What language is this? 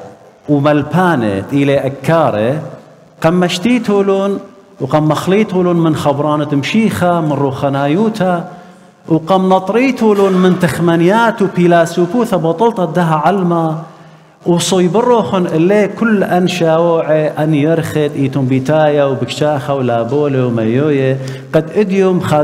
Assyrian Neo-Aramaic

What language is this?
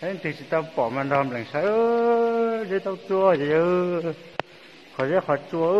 Hmong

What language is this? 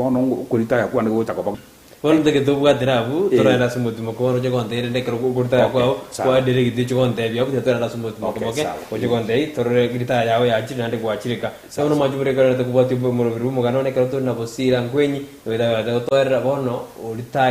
Gusii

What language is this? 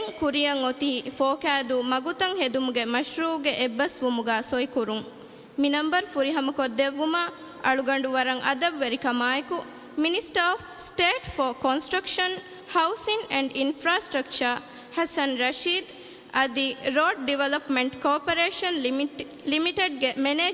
Divehi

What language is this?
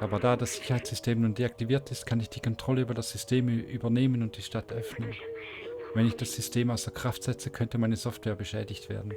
Swiss German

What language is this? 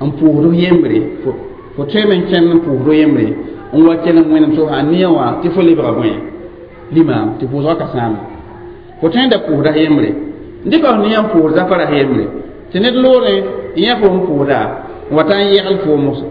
Mossi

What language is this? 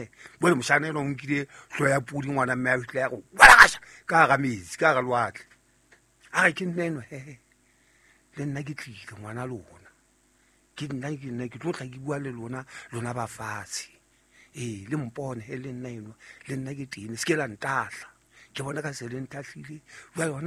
Southern Sotho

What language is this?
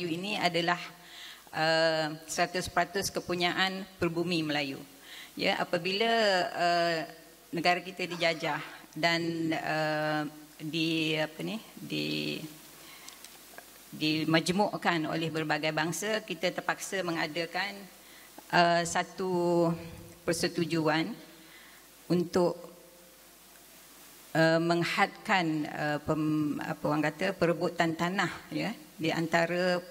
Malay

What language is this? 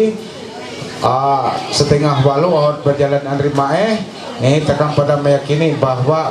Ma'anyan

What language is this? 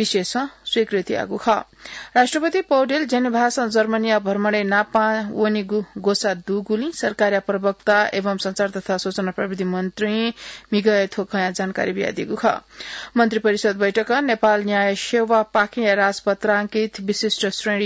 Newari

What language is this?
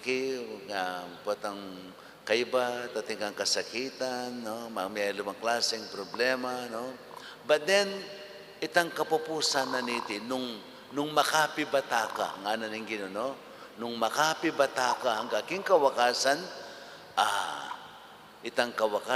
Pampanga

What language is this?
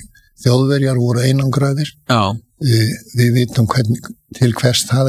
Icelandic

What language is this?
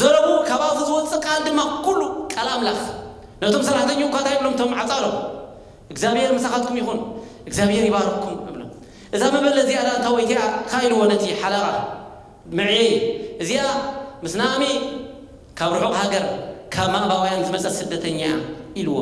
Tigrinya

